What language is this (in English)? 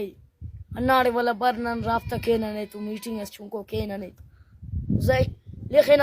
Brahui